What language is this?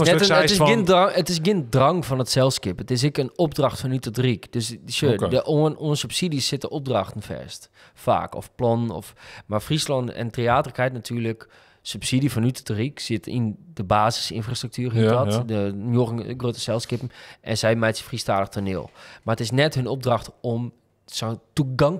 Western Frisian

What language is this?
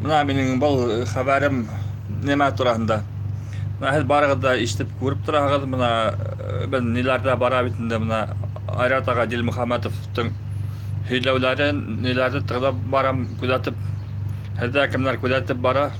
Bashkir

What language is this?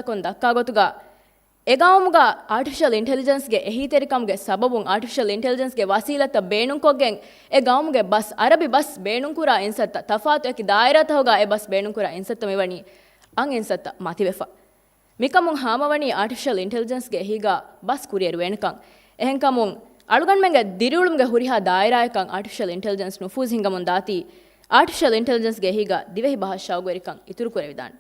Divehi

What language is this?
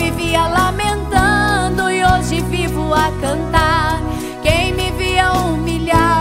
Portuguese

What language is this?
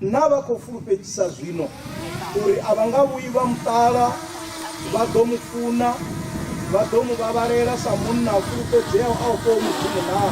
Venda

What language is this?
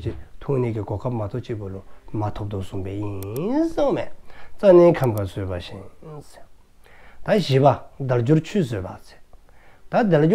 Dzongkha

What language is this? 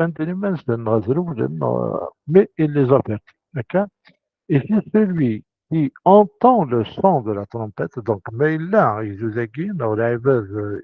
Kabyle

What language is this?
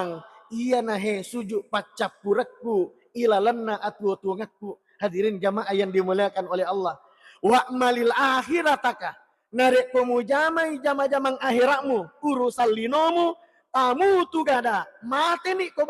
Buginese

